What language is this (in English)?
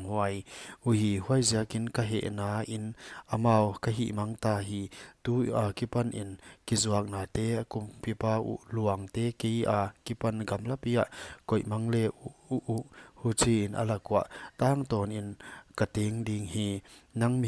Paite Chin